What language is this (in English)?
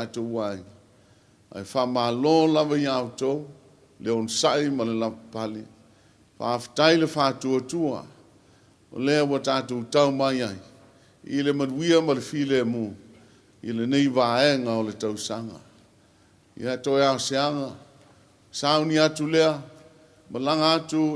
Samoan